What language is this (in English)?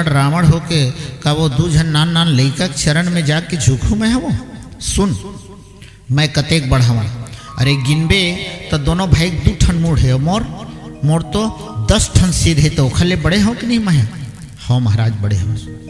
Chhattisgarhi